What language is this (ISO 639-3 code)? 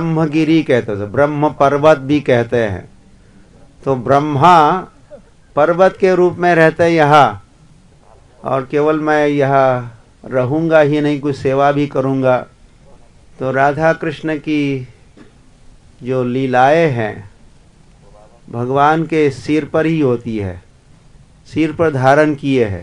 hin